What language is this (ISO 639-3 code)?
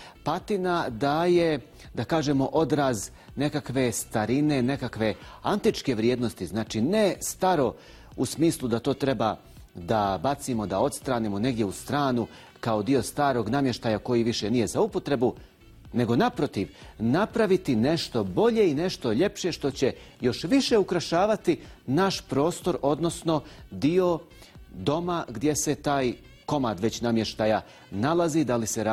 bos